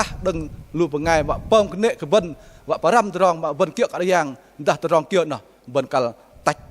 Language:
Bahnar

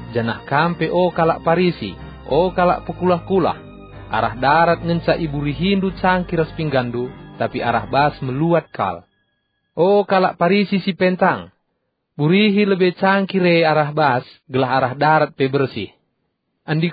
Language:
Batak Karo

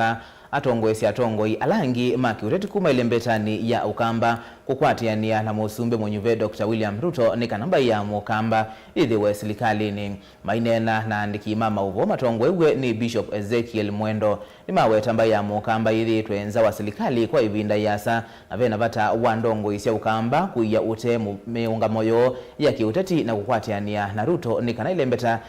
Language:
Kamba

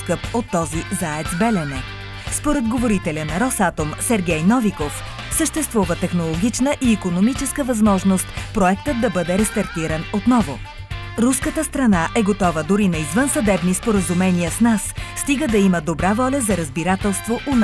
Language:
Bulgarian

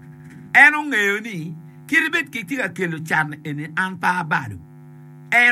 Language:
Acoli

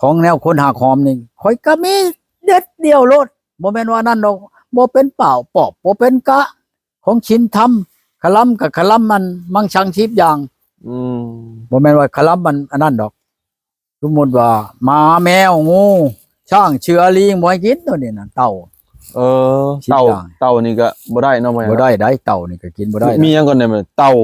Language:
Lao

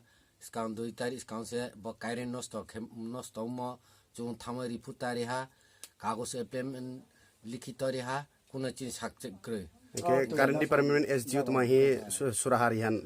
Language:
Kok Borok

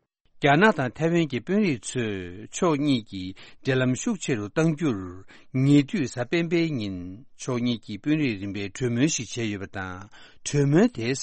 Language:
Tibetan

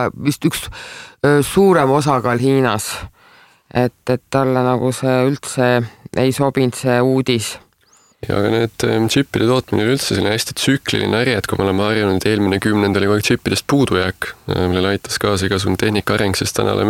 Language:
Estonian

